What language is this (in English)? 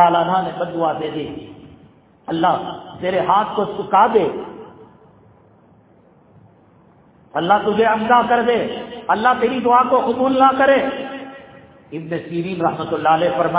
Urdu